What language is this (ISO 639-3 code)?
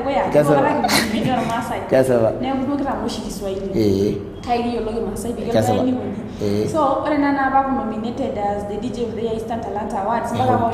mas